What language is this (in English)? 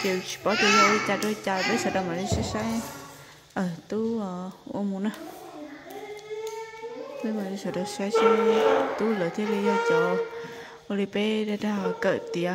Vietnamese